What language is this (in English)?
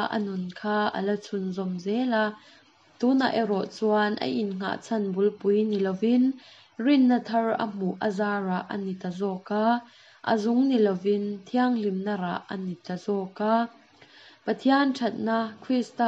Mizo